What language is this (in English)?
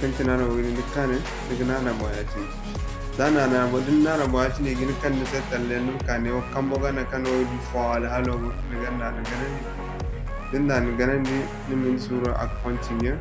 Zarma